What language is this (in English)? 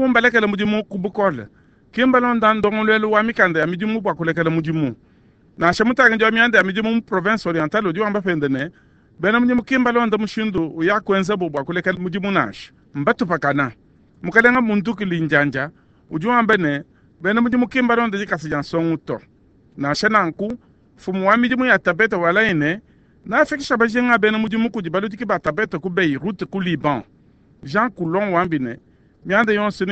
Luba-Lulua